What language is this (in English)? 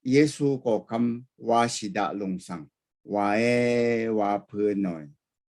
Rawang